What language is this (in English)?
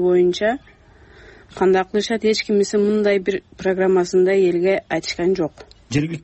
Kyrgyz